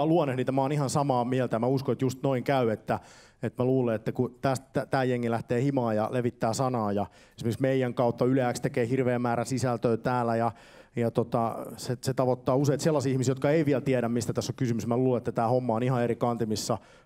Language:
Finnish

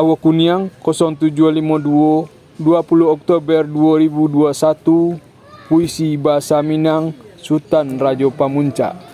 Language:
Minangkabau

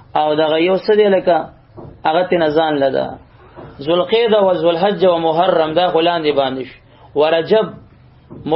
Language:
Pashto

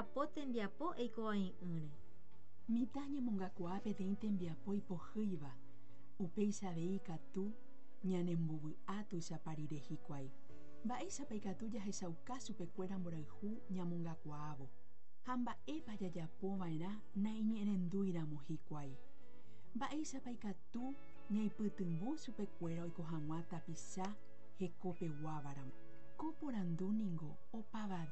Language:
Guarani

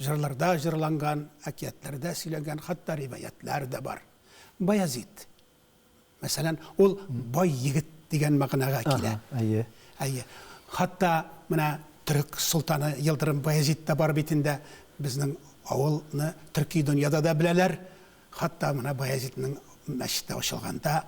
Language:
Tatar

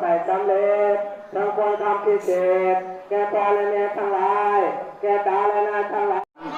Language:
Lao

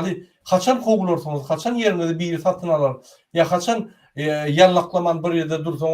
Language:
Turkmen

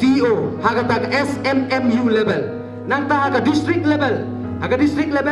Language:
Khasi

